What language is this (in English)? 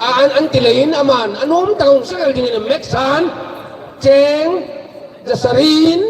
Hmar